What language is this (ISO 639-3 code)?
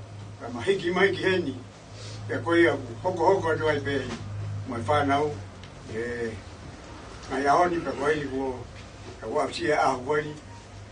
ton